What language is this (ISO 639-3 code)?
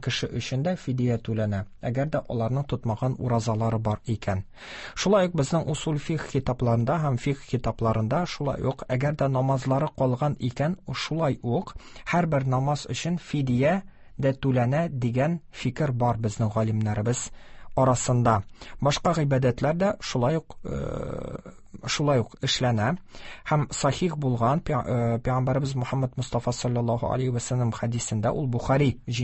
tat